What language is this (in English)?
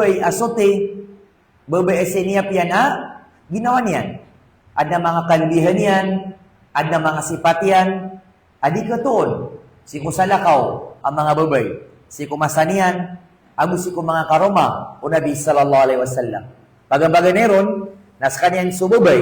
Maranao